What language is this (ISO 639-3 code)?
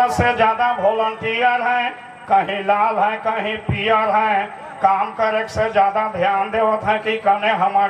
sck